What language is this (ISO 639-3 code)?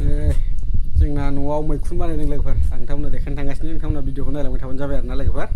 brx